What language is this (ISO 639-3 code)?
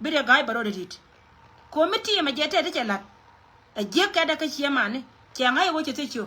nus